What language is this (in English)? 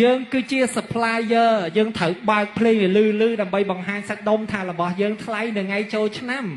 Khmer